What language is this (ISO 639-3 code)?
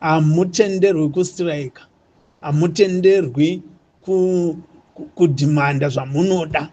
sna